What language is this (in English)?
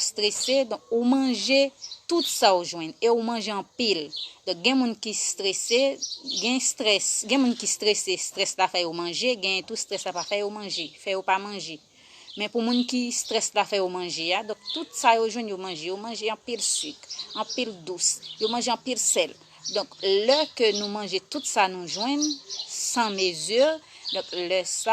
Haitian Creole